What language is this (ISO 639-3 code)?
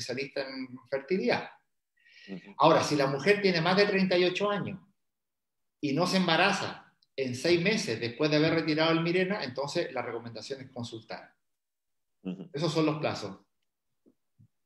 spa